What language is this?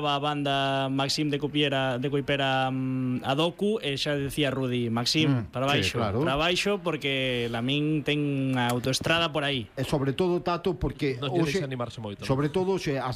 Galician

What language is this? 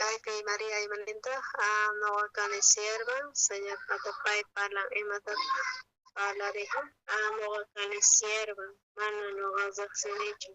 South Bolivian Quechua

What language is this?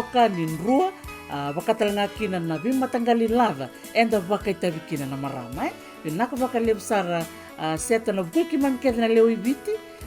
Fijian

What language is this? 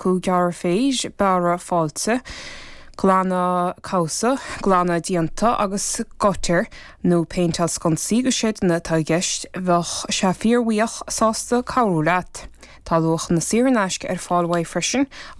Irish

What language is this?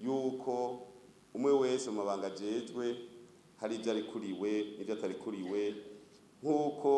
Rundi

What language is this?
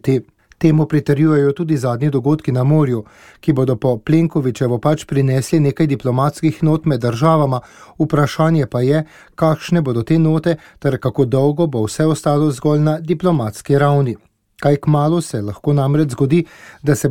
Slovenian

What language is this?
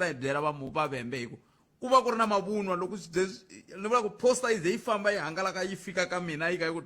Tsonga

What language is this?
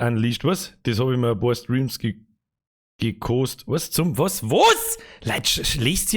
Bavarian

